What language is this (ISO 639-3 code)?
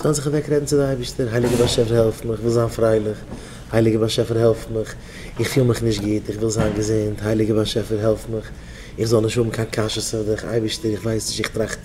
yid